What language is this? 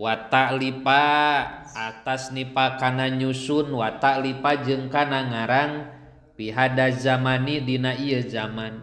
Sundanese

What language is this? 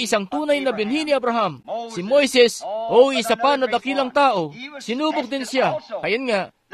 Filipino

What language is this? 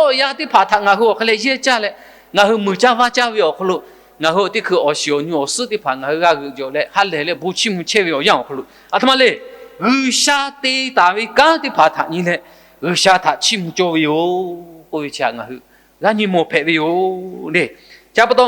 Lahu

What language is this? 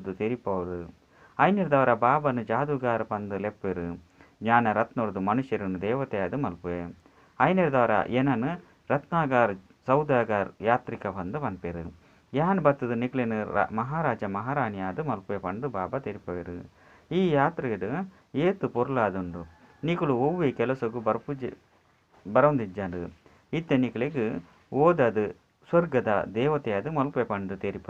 Tulu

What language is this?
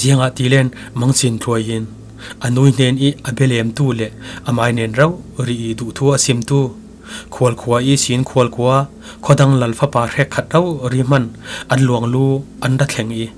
Falam Chin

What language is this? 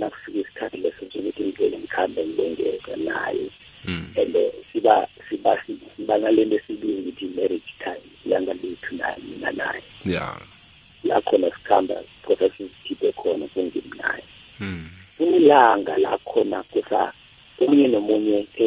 South Ndebele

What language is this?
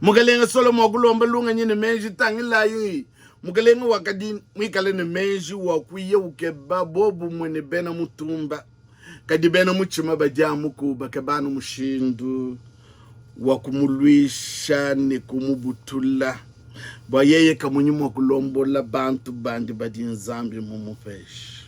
Luba-Lulua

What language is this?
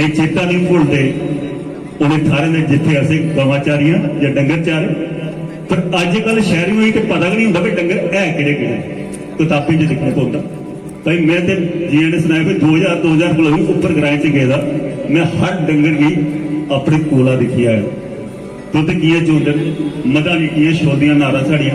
Dogri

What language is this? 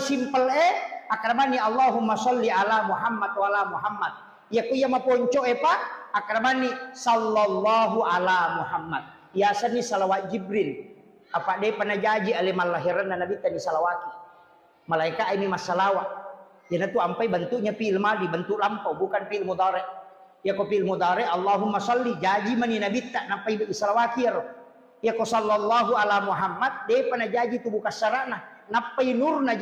Buginese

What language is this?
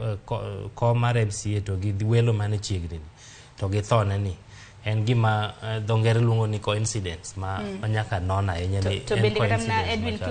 Luo (Kenya and Tanzania)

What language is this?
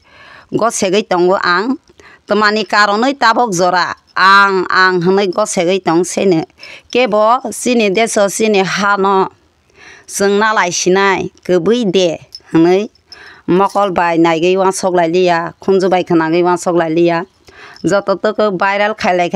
Kok Borok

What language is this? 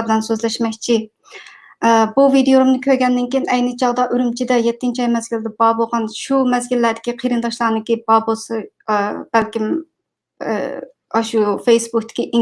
Uyghur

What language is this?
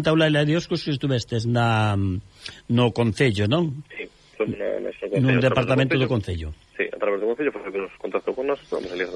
Galician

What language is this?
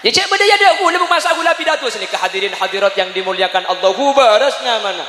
Madurese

